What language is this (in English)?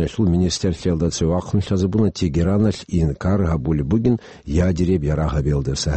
Avaric